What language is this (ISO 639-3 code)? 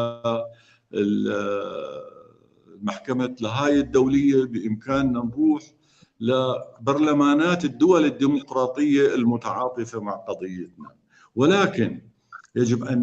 apc